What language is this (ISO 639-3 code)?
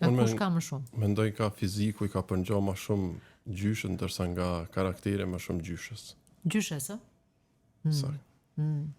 sqi